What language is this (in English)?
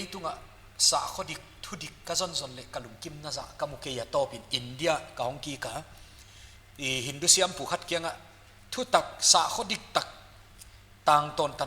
Paite Chin